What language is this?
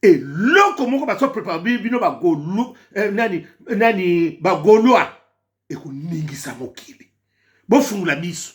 Lingala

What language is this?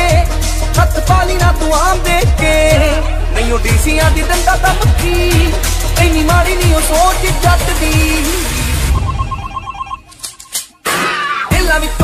Punjabi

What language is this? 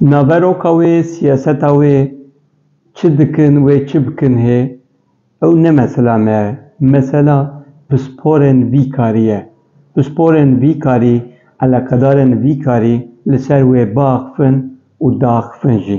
Kurdish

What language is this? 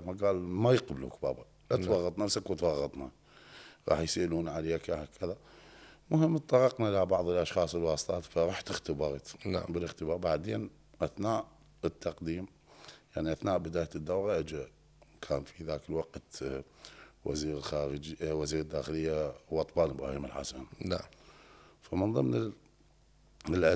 Mesopotamian Arabic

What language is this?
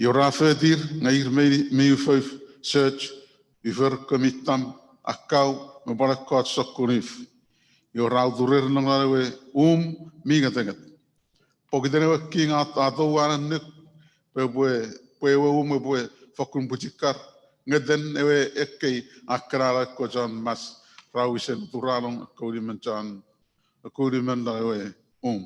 Chuukese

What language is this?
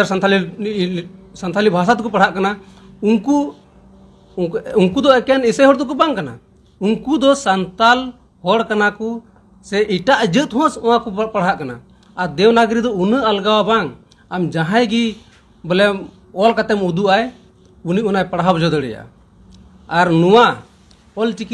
Santali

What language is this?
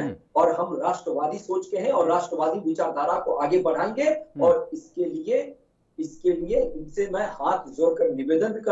Hindi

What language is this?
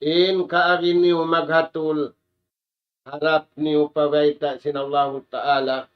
Tausug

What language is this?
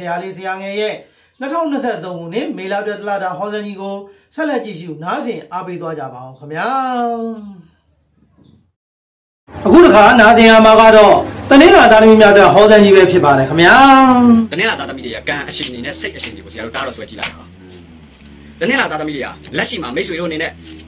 Burmese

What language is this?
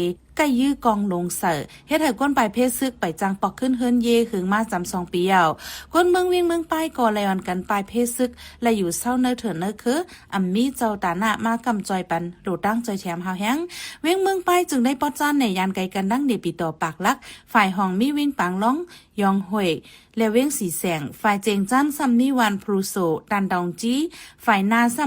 Shan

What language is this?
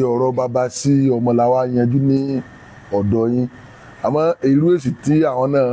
Yoruba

